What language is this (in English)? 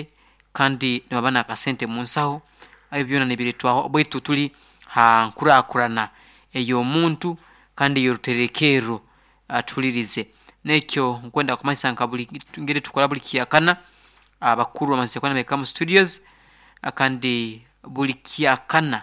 Nyoro